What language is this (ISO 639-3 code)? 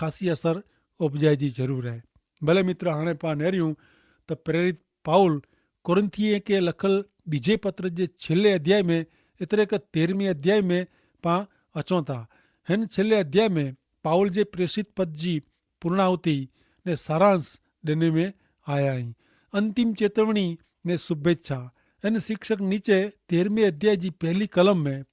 kfr